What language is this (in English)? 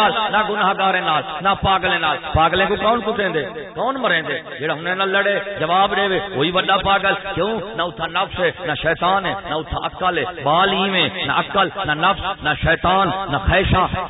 Saraiki